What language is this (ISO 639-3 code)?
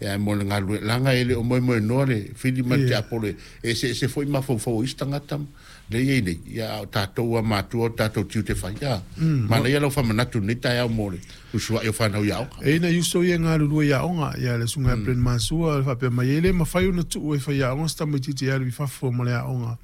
smo